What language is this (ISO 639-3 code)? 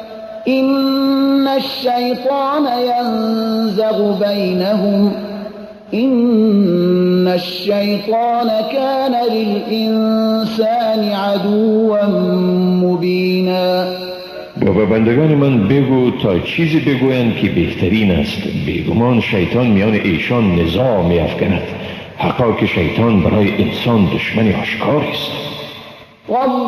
fas